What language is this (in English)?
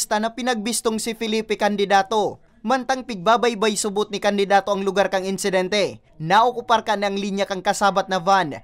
Bikol